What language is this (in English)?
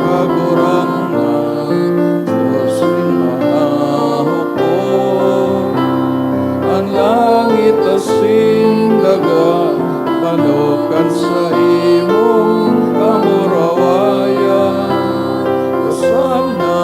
Bikol